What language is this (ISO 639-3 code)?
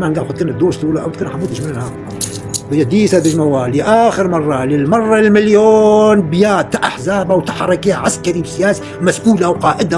kur